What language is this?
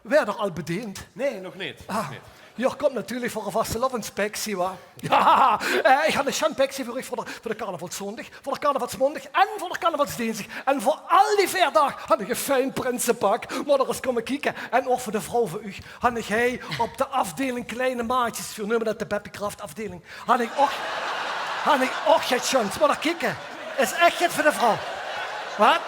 Limburgish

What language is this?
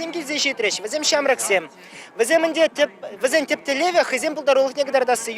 Chuvash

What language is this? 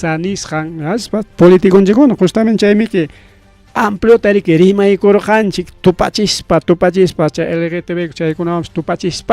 Ayacucho Quechua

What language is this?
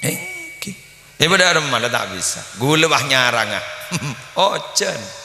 Madurese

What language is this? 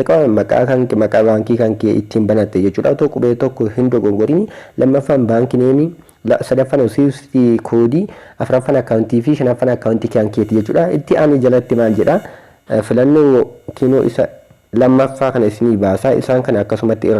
Oromo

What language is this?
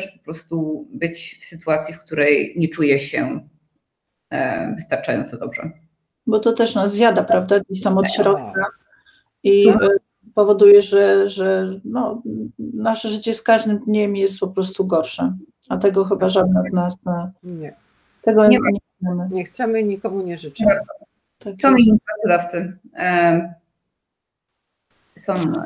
Polish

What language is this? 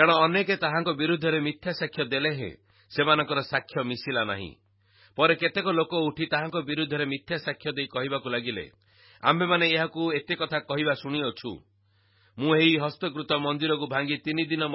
Odia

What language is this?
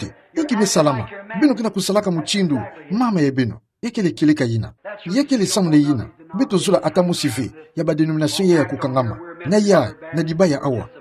Kituba (Democratic Republic of Congo)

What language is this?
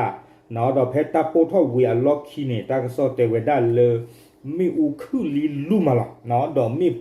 S'gaw Karen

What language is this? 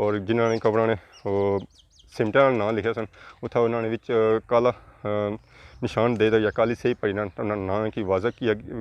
Pahari-Potwari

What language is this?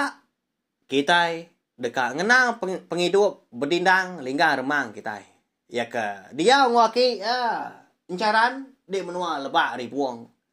Iban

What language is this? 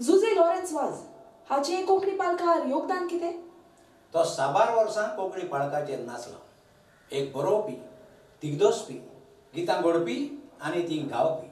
Konkani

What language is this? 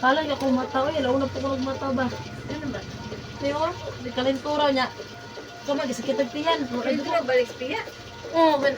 Cebuano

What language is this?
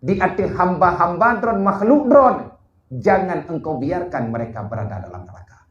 Achinese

